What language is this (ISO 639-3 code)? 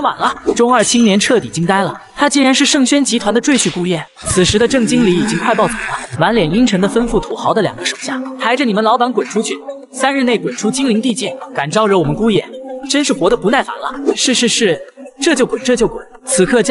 zho